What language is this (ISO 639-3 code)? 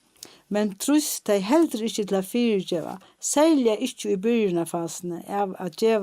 fao